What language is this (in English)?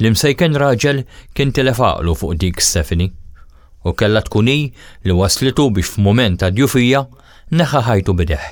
Maltese